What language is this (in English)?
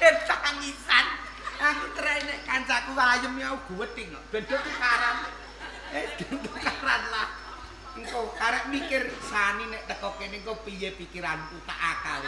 Javanese